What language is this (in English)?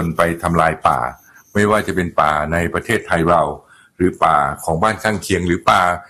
Thai